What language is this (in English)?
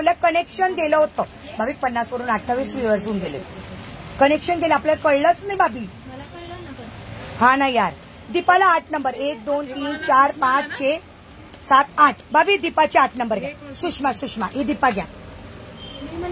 Marathi